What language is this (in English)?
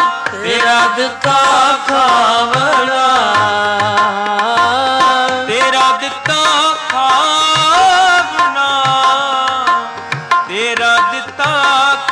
Punjabi